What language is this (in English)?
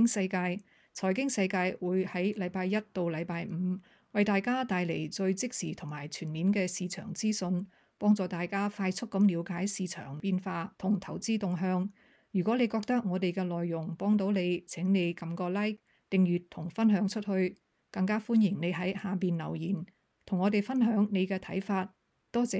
Cantonese